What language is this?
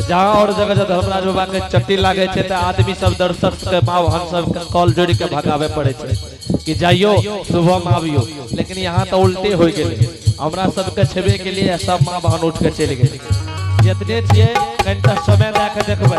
Angika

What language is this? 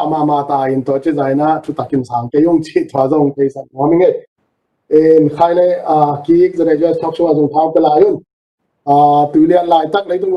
Tedim Chin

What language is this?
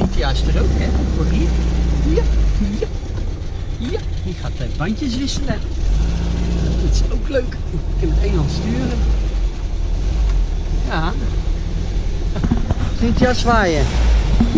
Dutch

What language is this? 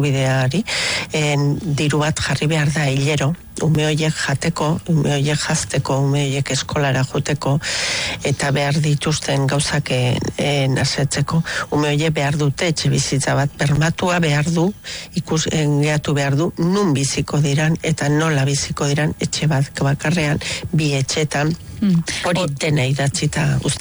Basque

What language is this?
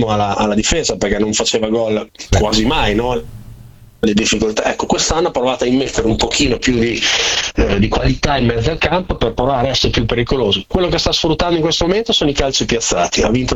Italian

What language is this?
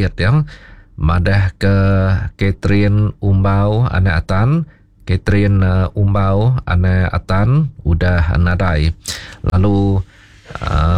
Iban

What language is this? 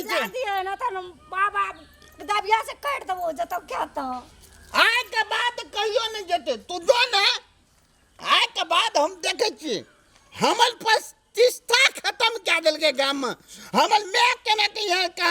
Maithili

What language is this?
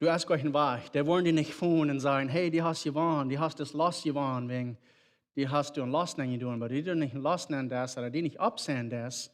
Plautdietsch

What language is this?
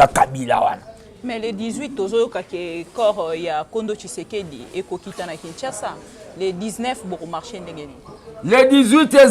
Lingala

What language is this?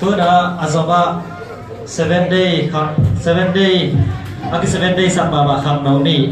Tedim Chin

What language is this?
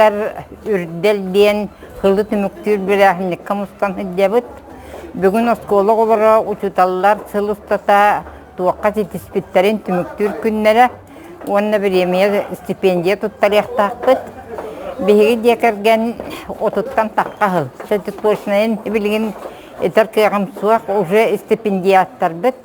Yakut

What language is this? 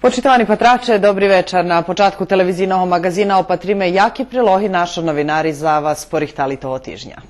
Rusyn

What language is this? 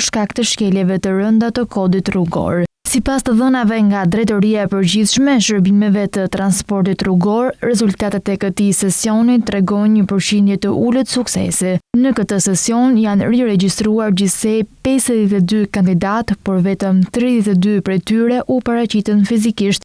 Albanian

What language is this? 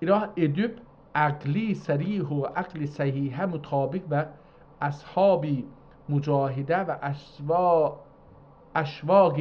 South Azerbaijani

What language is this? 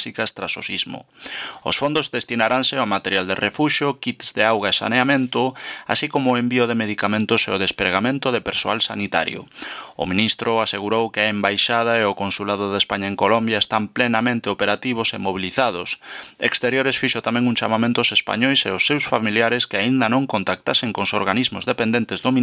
Galician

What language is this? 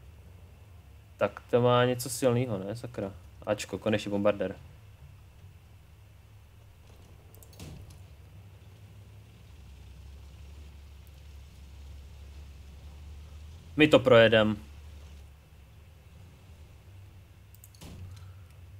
Czech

